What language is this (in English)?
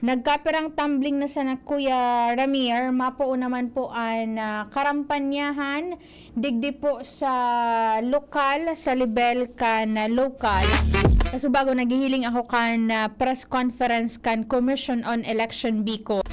Bikol